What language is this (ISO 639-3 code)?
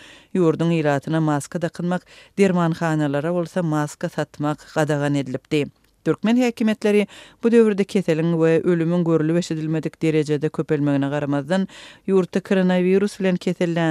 tuk